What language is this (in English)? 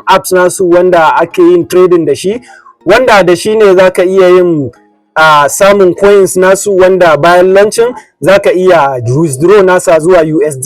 Hausa